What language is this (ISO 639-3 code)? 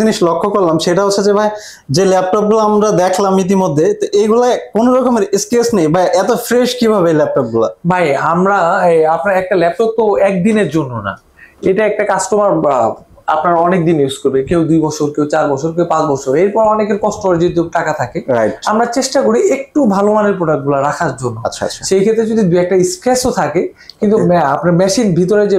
ben